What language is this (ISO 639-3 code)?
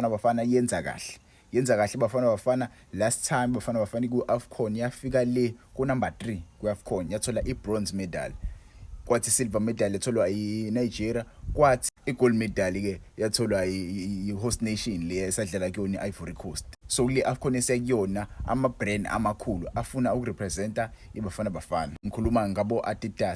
zul